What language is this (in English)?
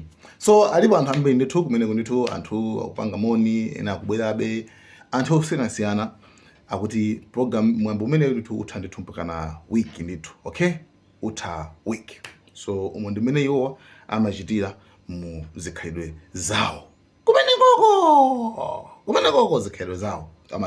Nyanja